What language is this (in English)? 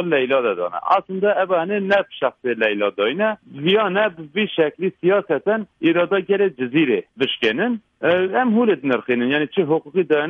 Kurdish